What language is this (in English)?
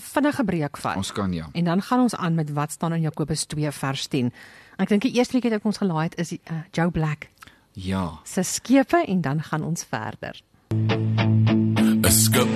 Afrikaans